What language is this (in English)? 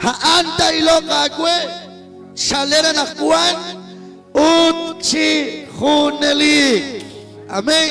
Kekchí